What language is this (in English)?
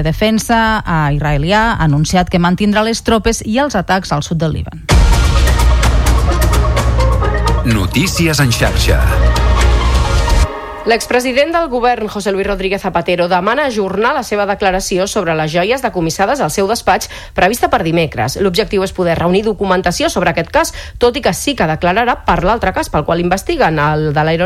Catalan